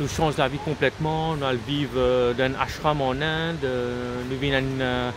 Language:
Morisyen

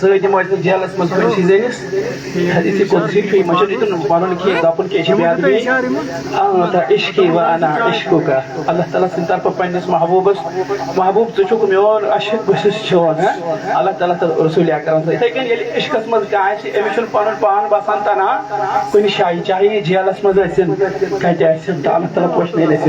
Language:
Kashmiri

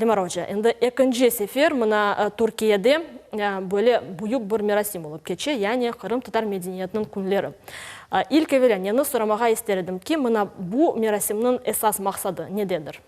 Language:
Crimean Tatar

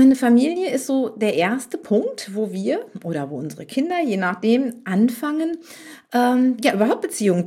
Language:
German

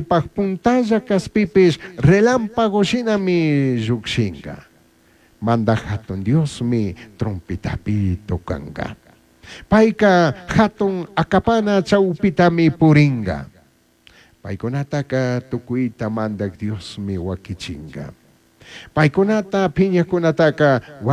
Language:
Chimborazo Highland Quichua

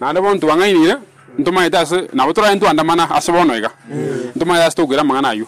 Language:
Gusii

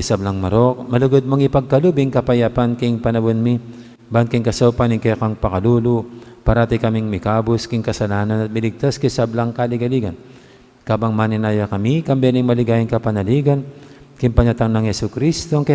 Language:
Pampanga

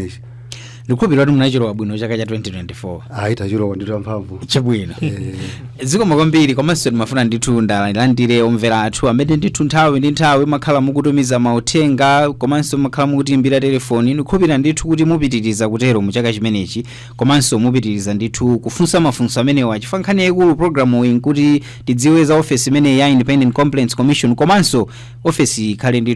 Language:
Nyanja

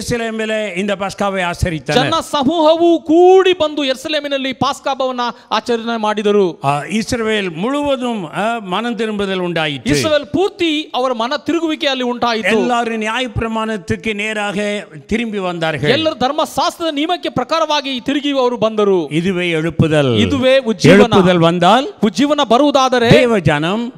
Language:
Tamil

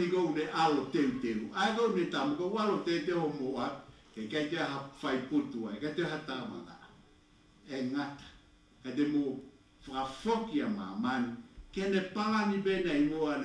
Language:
Tongan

